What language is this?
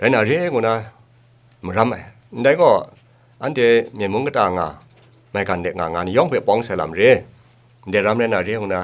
Kachin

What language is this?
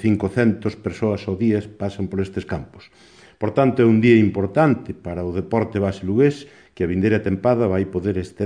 Galician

